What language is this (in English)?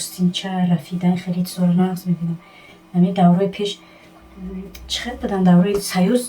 Tajik